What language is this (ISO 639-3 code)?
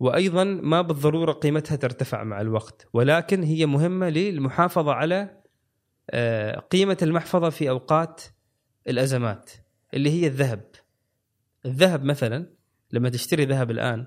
afb